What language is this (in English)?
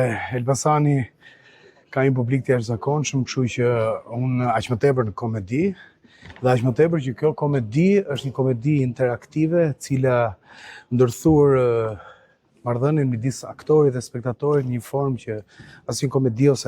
Albanian